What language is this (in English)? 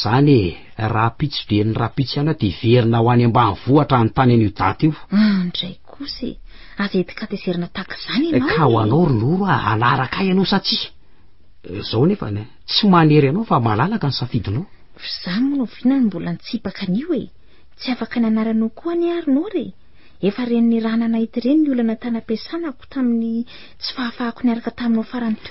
Malagasy